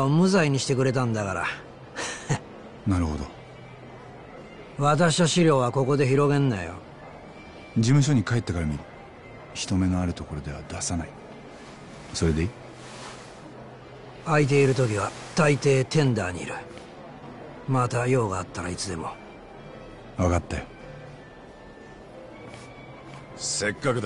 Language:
Japanese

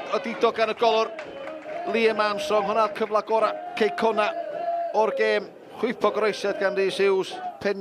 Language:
Welsh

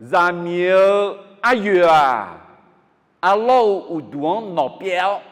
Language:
Akha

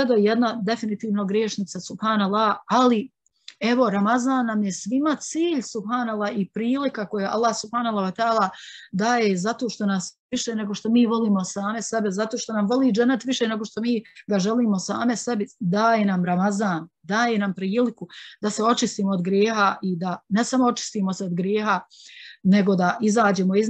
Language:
Bosnian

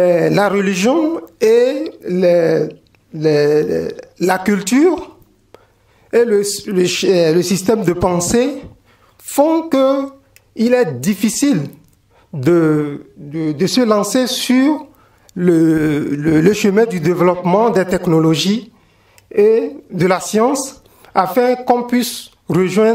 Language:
French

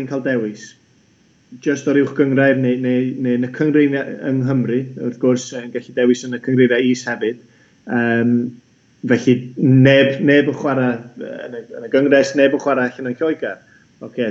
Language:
Welsh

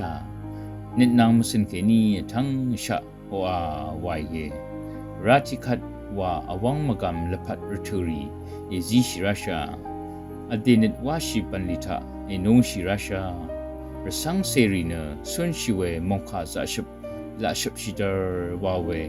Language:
Rawang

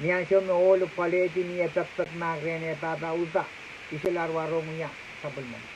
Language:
Pohnpeian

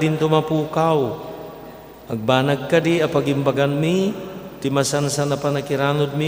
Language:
Iloko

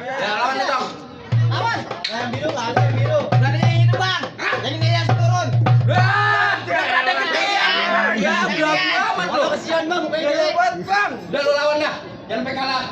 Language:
Betawi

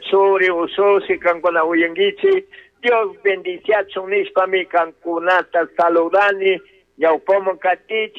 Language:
Chimborazo Highland Quichua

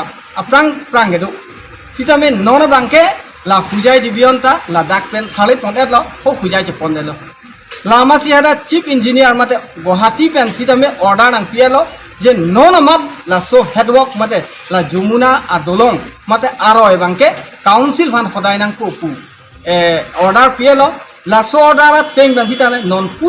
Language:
Karbi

